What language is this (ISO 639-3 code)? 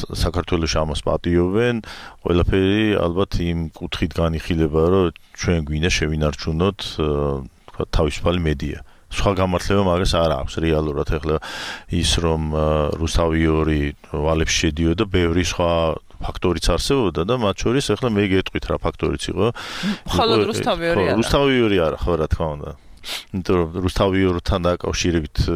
kat